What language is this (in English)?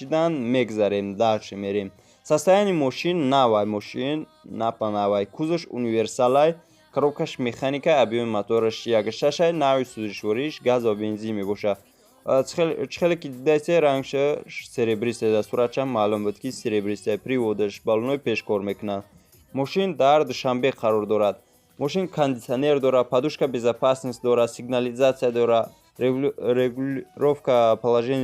Tajik